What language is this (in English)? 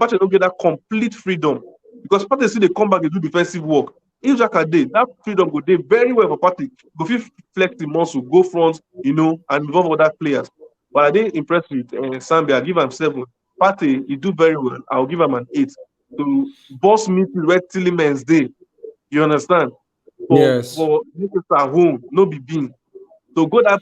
Nigerian Pidgin